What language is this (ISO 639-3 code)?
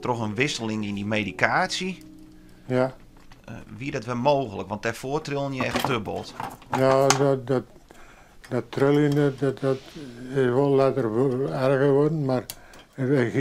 fry